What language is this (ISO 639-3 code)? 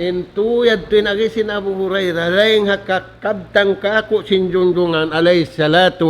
tsg